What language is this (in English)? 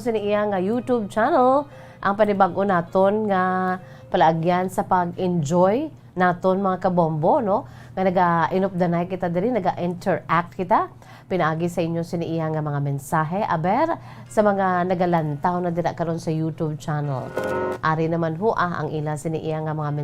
Hiligaynon